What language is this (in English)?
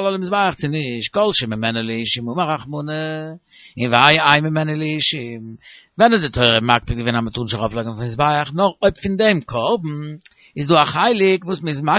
Yiddish